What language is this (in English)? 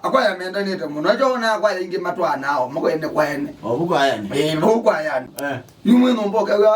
Kamba